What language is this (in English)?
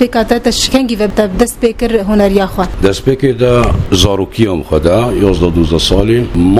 Kurdish